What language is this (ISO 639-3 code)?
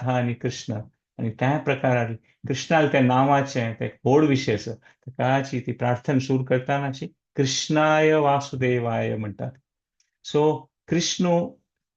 kok